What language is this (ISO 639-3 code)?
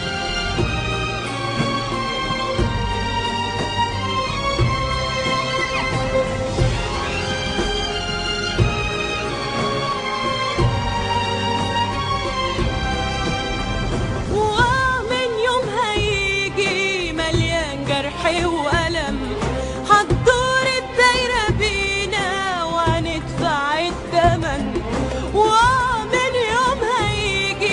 arz